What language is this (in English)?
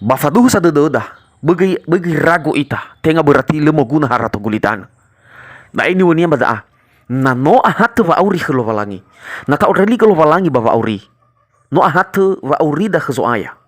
Nias